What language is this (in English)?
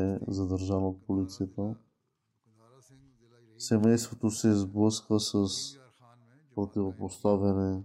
Bulgarian